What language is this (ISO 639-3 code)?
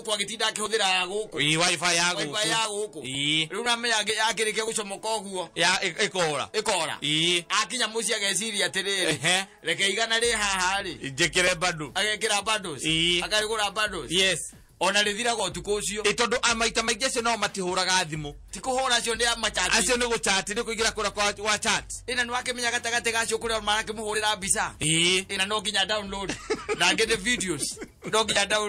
kik